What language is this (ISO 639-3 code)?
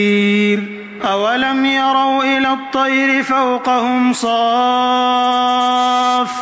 ara